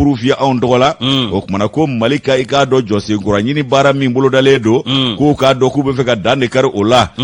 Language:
Bambara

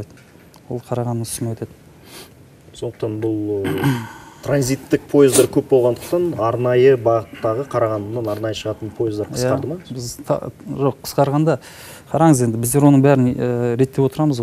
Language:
Kazakh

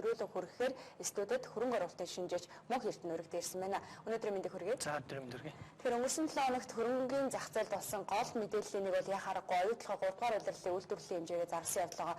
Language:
Mongolian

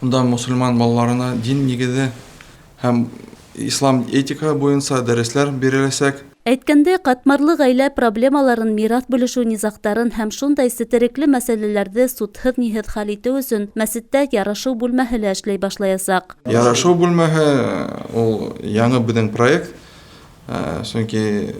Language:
Bashkir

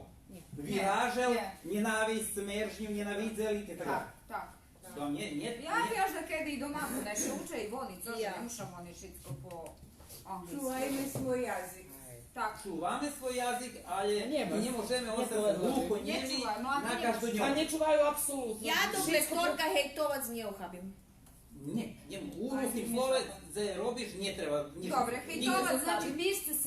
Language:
Rusyn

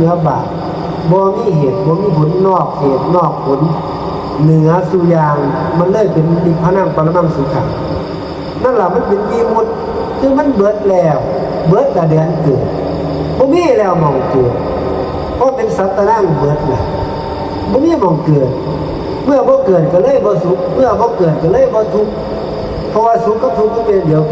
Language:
Northeastern Thai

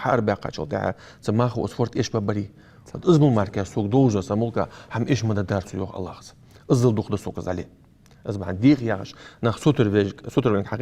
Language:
Ingush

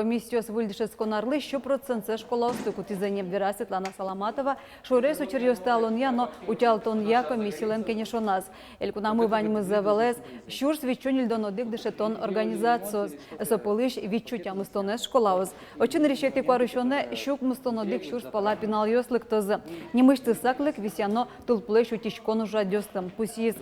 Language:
Udmurt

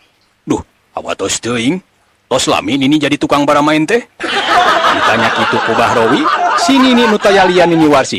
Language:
Sundanese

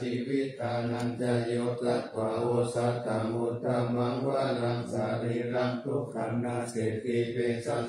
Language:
Pali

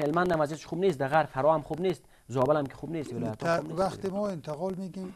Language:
Persian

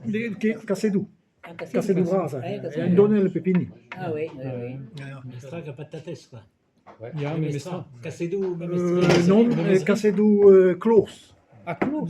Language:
Breton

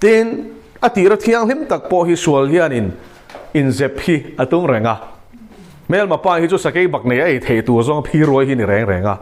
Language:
Mizo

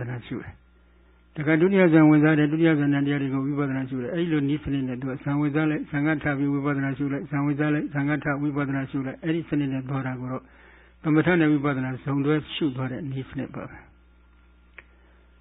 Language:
Burmese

